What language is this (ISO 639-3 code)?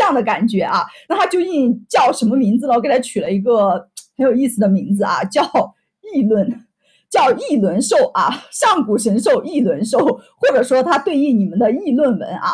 zho